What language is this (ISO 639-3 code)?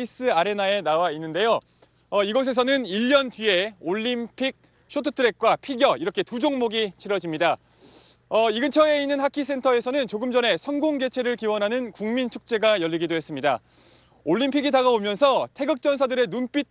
kor